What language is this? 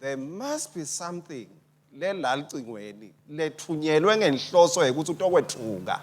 Swati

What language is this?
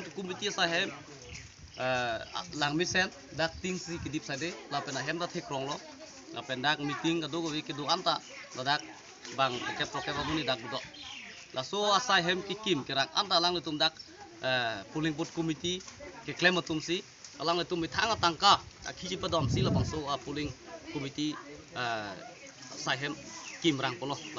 Karbi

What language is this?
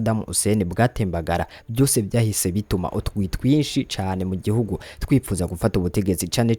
Rundi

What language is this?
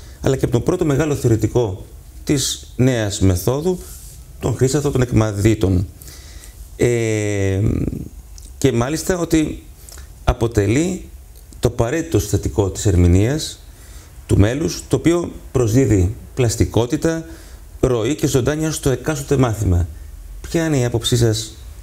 Greek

